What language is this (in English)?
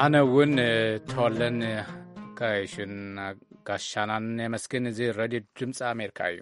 Tigrinya